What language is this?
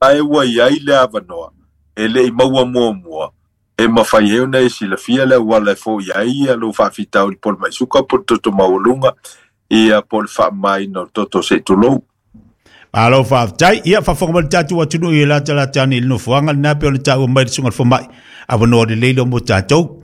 Samoan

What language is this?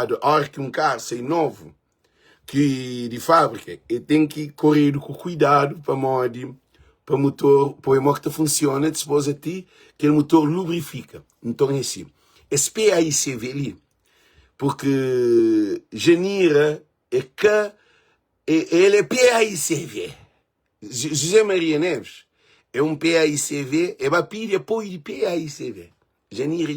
Kabuverdianu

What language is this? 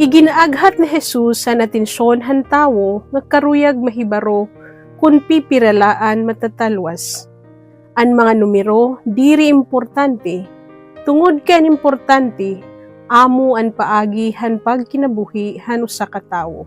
Waray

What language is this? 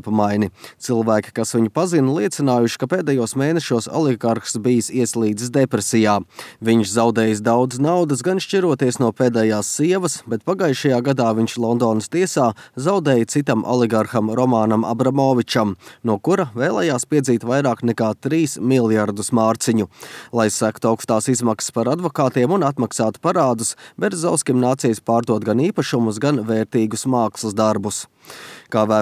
Latvian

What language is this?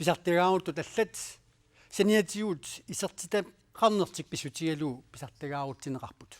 Kalaallisut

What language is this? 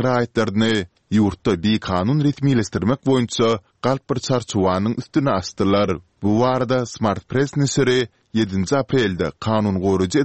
Turkmen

